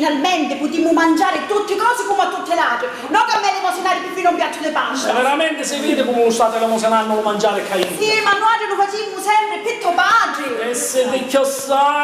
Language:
Sicilian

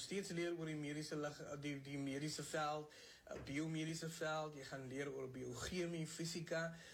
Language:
Afrikaans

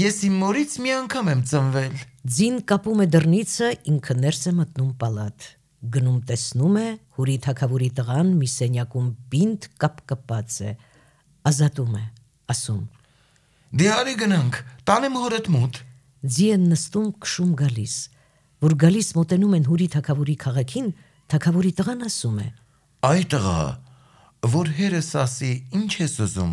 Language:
Armenian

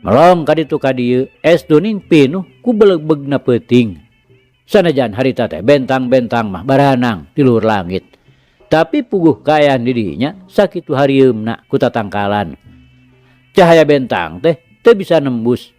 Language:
Sundanese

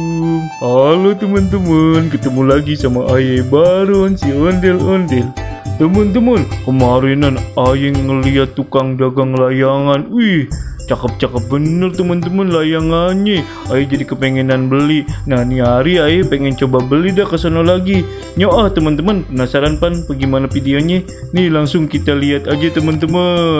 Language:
Betawi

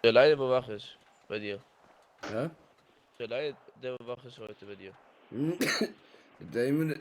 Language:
Swiss German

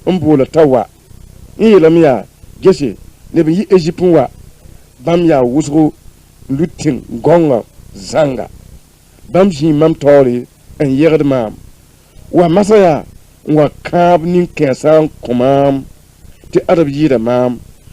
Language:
Mossi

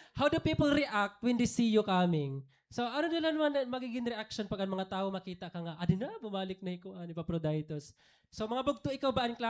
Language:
Waray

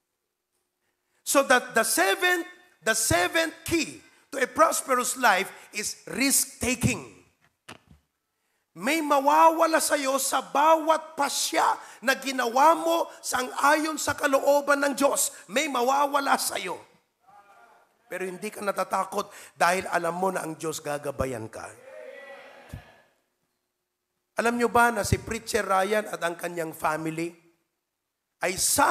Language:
Filipino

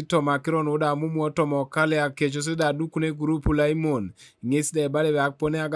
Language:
Teso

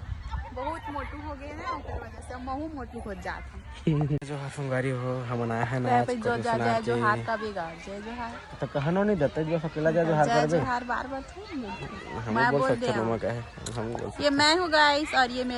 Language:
Chhattisgarhi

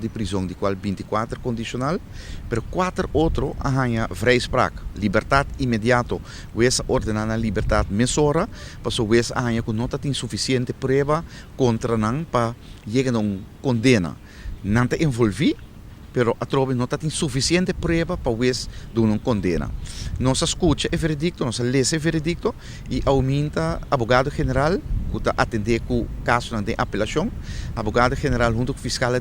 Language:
Papiamento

